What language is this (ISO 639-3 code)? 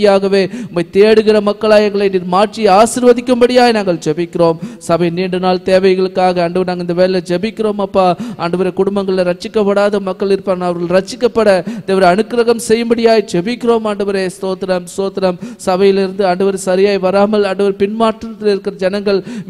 tam